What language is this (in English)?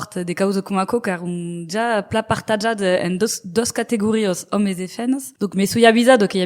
Occitan